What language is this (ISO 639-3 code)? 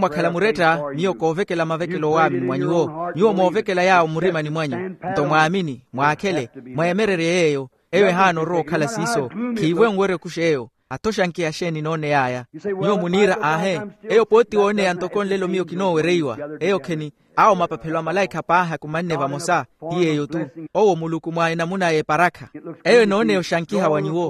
vmw